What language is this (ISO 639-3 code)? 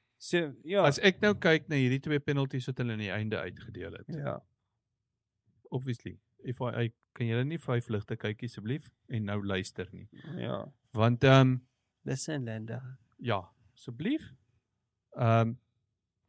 afr